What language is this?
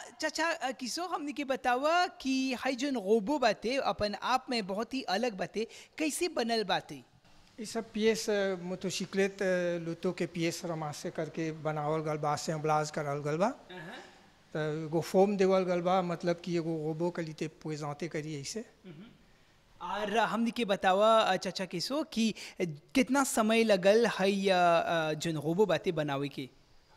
Bhojpuri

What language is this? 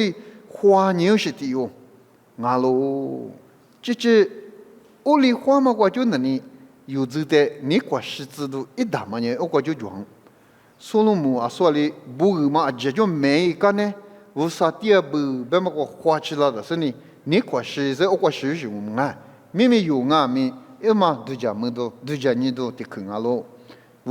Lisu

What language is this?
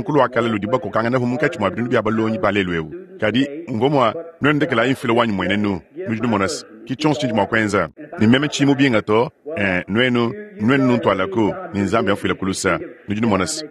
Luba-Lulua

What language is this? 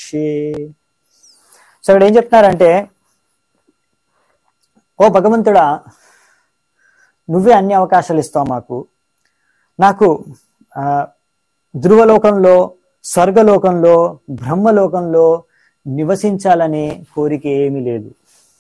Telugu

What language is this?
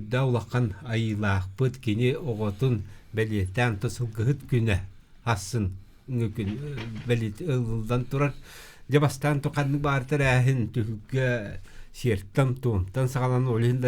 Yakut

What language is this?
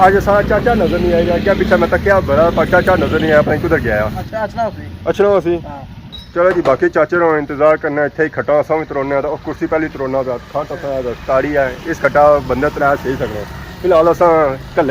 Pahari-Potwari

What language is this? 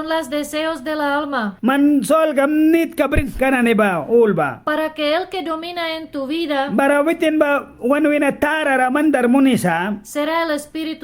Mískito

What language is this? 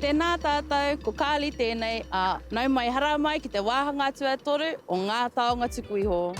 Māori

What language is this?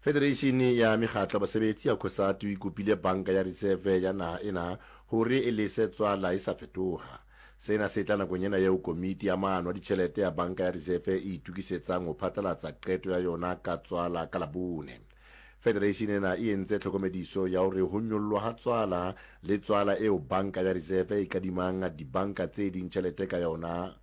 Southern Sotho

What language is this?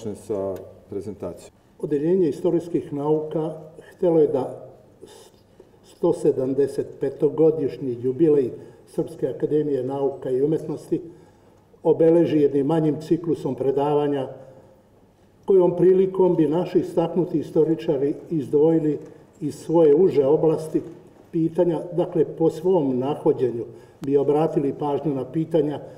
Serbian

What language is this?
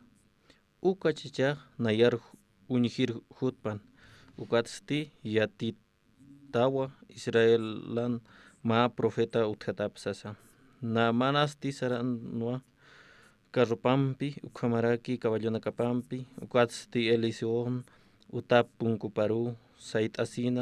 Aymara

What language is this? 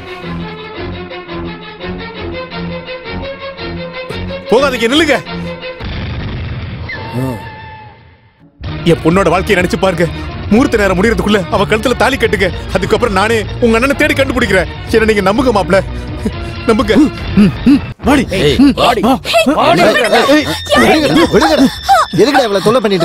Tamil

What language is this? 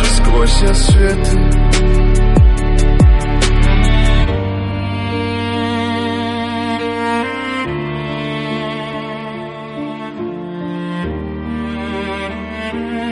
Russian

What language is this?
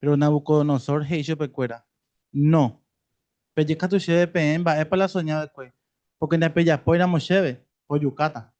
Guarani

